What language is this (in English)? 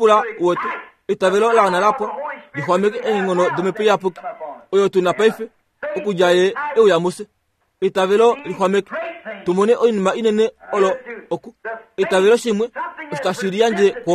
Kuanyama